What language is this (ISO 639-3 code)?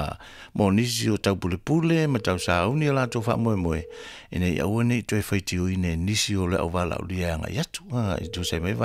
smo